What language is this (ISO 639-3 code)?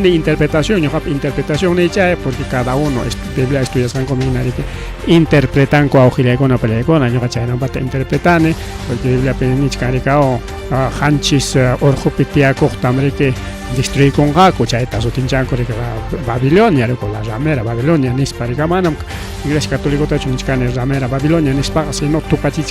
quy